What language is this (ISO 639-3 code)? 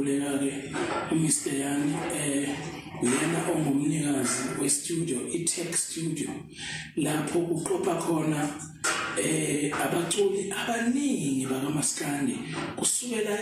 zul